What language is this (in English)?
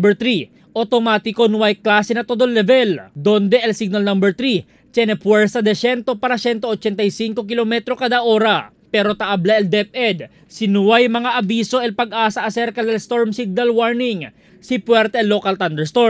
Chavacano